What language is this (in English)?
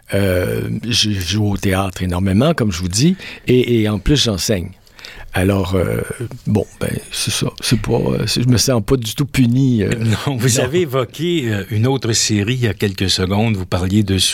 French